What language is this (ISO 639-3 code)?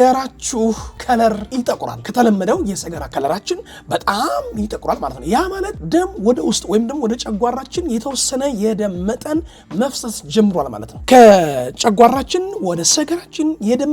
amh